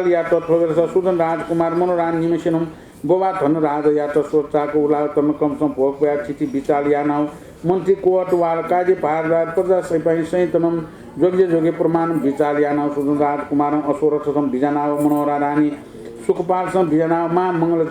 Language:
Newari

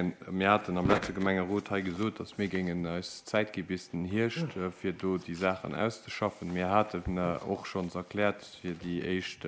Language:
Luxembourgish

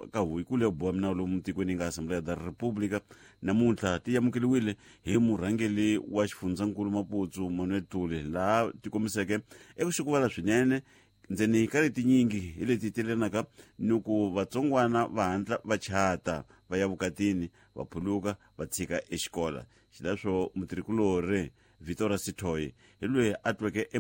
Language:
Tsonga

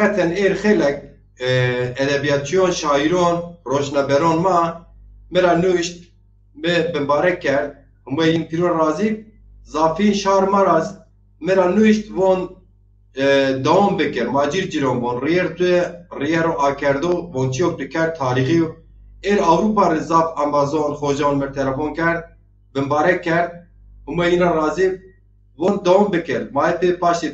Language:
Zaza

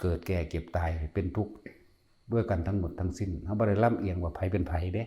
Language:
Northeastern Thai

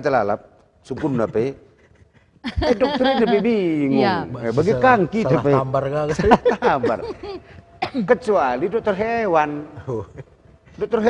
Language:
Batak Karo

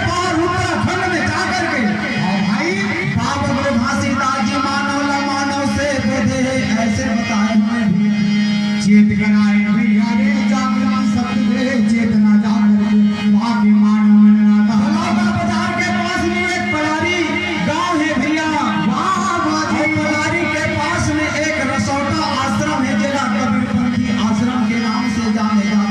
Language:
Chhattisgarhi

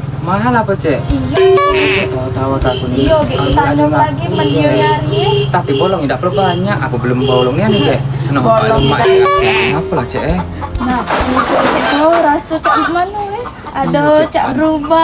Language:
Musi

